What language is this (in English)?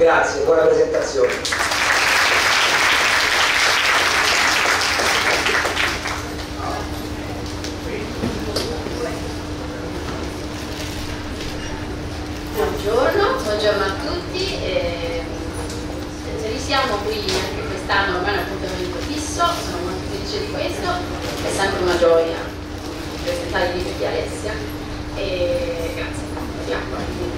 Italian